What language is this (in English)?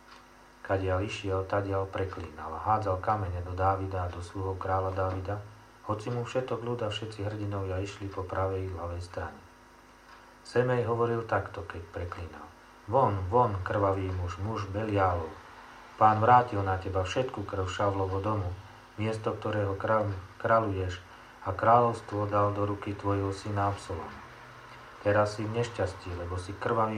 Slovak